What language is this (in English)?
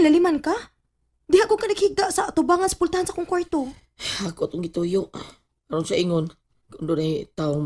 Cebuano